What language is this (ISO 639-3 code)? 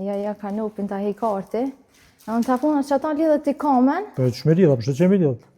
sqi